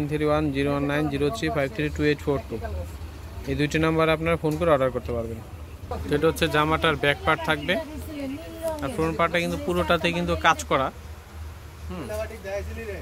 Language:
Bangla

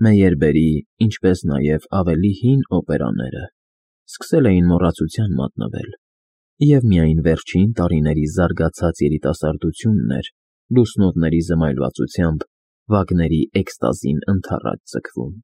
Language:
Armenian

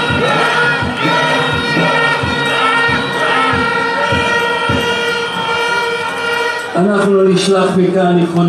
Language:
Hebrew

